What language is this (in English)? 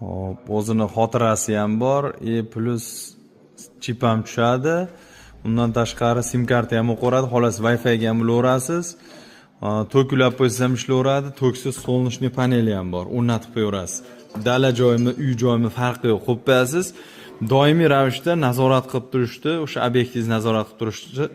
Uzbek